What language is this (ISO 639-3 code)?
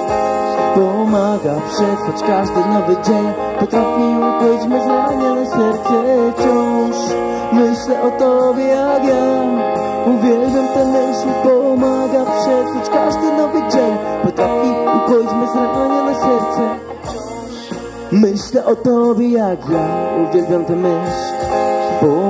pol